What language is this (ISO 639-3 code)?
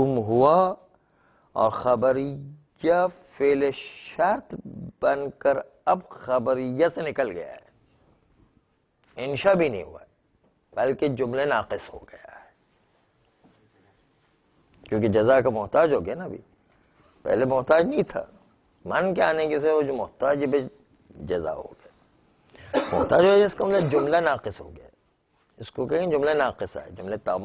urd